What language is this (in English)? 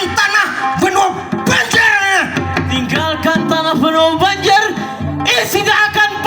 Banjar